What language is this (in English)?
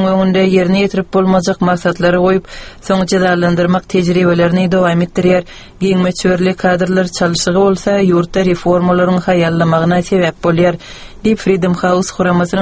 Turkmen